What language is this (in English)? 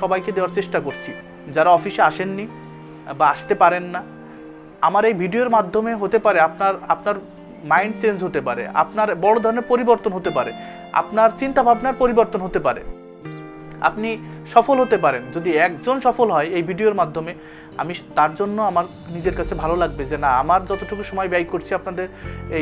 Bangla